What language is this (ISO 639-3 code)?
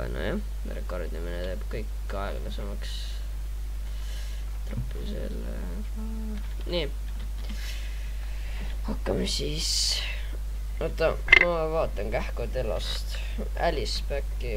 est